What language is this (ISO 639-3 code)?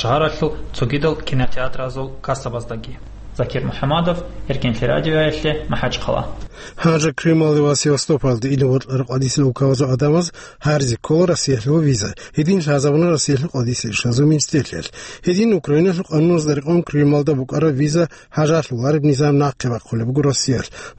ava